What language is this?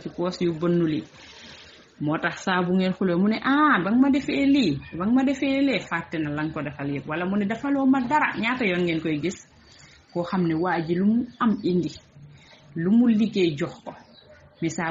Wolof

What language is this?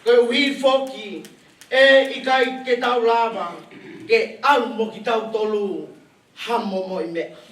Tongan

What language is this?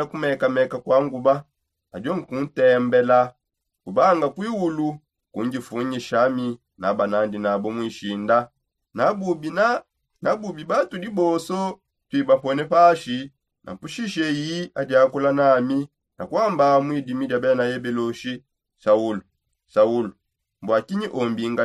Songe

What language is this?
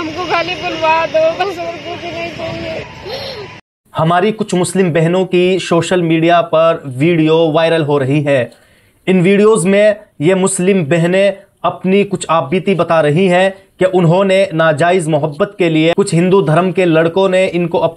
Hindi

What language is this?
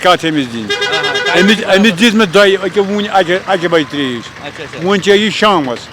Kashmiri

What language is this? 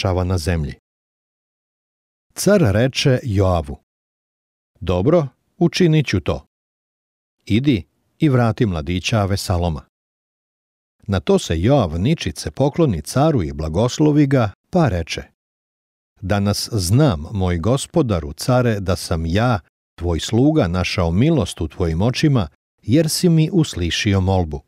Serbian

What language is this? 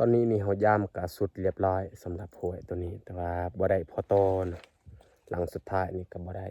Lao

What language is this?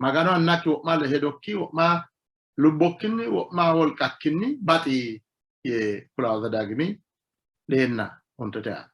Sidamo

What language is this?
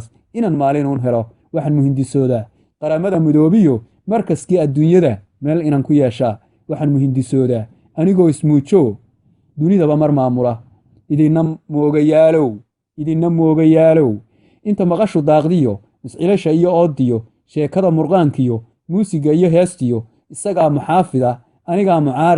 Somali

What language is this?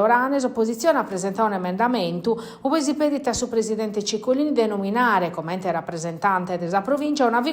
Sardinian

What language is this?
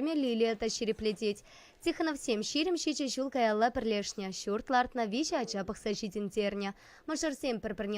Chuvash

